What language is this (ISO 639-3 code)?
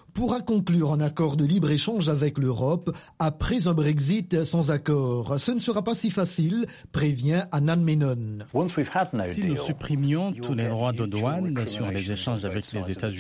fra